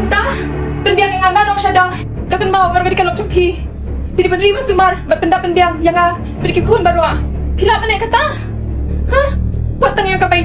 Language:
Khasi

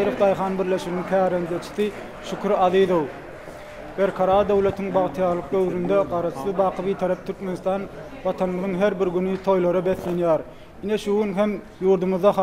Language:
Turkmen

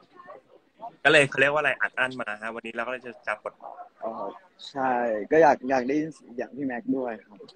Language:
Thai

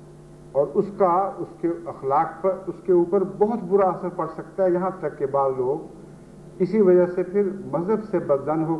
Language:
Urdu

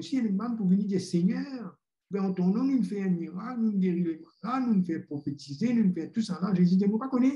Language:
Morisyen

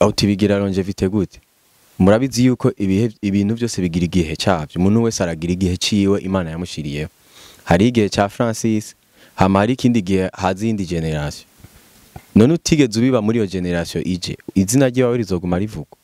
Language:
Rundi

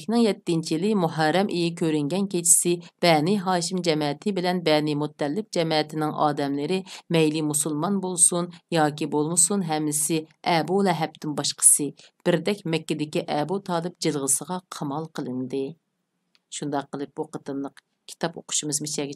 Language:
Uyghur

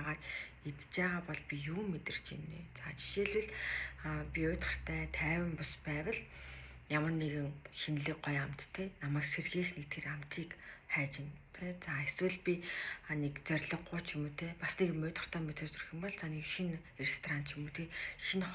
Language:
Mongolian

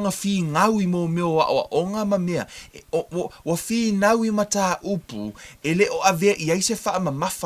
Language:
Samoan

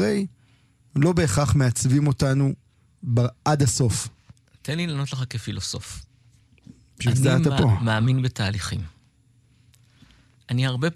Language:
Hebrew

